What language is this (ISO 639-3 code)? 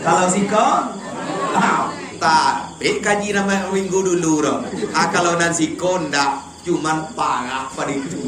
min